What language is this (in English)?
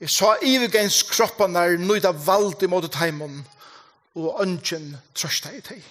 Faroese